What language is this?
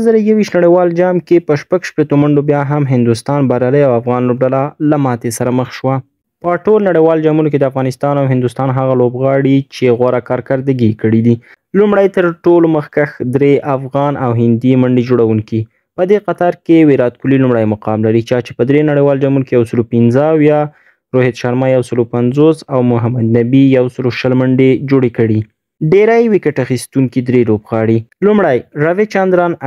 Pashto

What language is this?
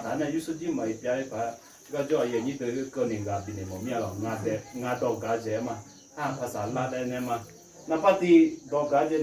Akha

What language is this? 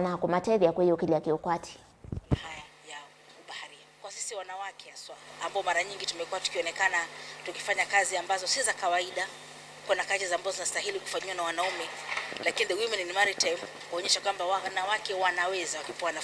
Kamba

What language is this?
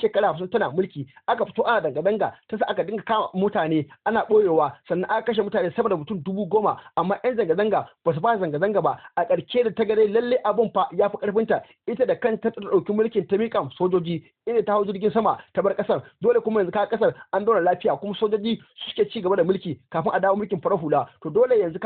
Hausa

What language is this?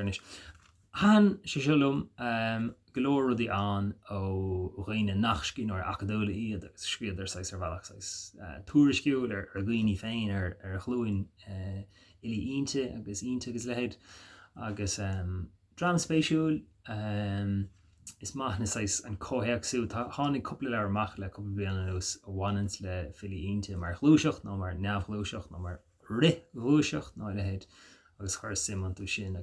Irish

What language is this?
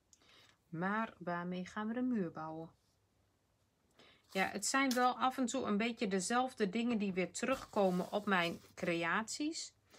Dutch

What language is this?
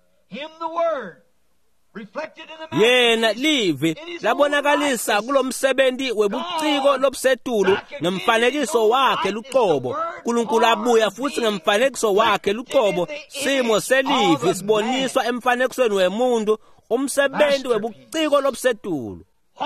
Swati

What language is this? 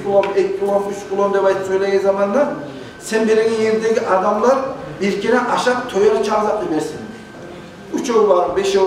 Kumyk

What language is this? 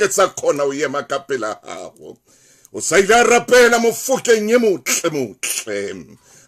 Southern Sotho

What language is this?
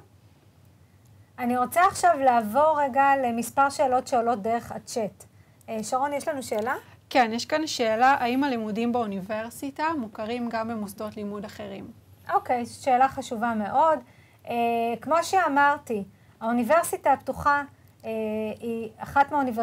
Hebrew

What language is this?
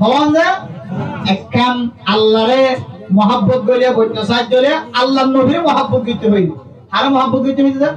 Rohingya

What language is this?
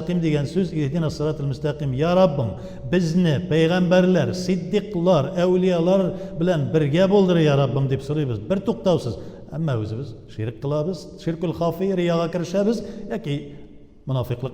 Tatar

